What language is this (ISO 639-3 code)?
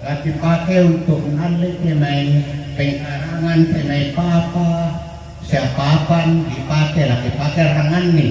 sda